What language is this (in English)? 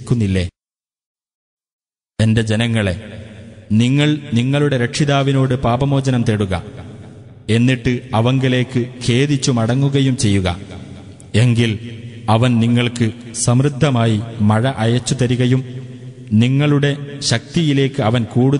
Malayalam